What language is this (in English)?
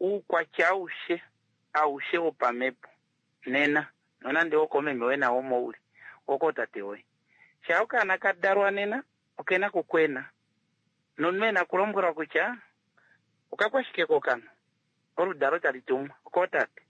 Kuanyama